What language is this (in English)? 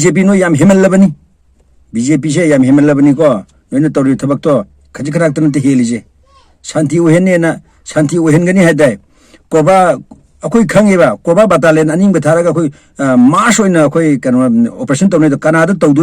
Manipuri